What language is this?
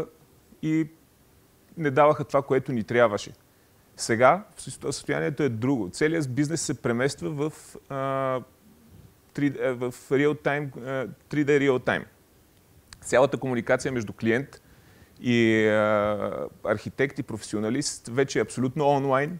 Bulgarian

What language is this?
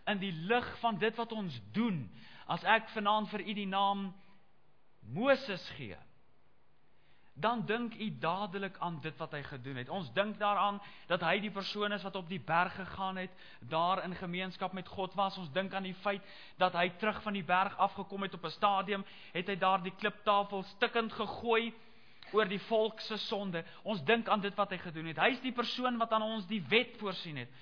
Afrikaans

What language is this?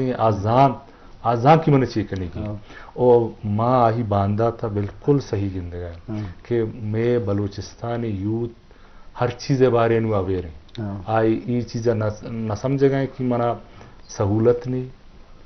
Eastern Balochi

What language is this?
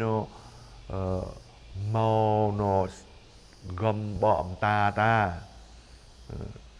Jarai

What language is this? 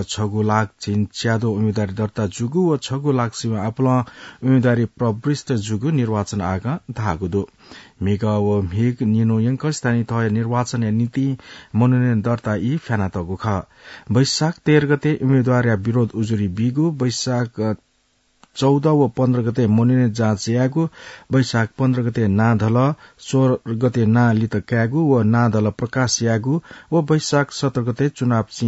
Newari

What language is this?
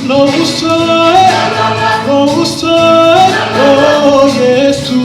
Samoan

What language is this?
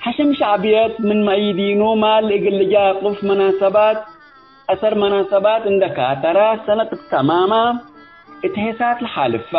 Tigre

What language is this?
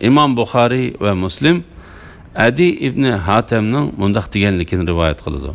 Uyghur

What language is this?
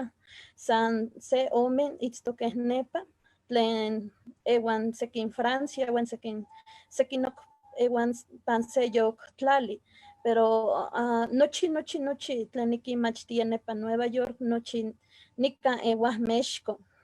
Eastern Huasteca Nahuatl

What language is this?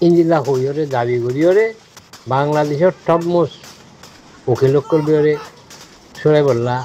Rohingya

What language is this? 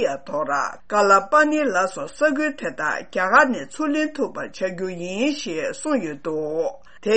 Tibetan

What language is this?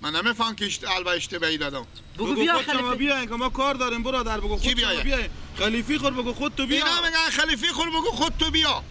Persian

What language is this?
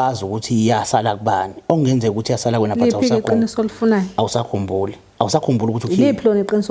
Zulu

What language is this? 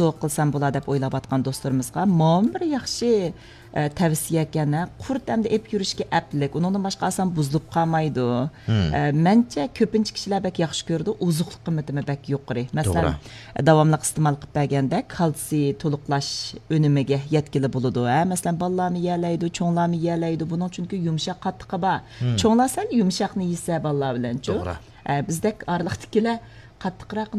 Uyghur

